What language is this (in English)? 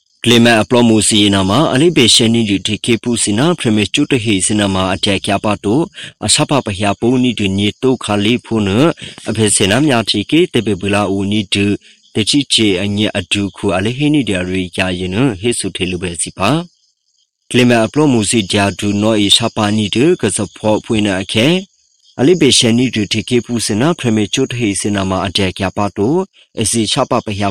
Burmese